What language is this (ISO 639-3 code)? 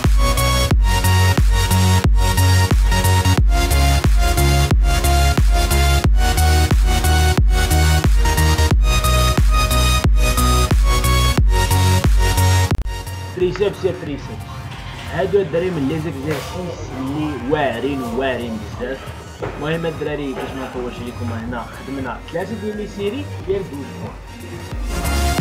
ary